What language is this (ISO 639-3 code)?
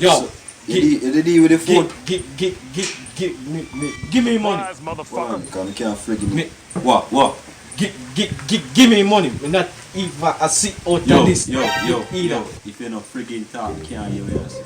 jam